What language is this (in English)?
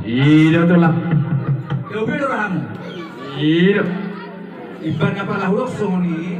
Batak Toba